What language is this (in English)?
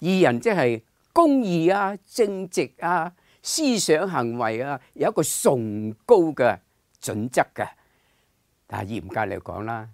Cantonese